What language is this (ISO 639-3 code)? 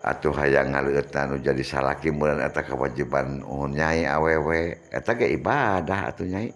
sun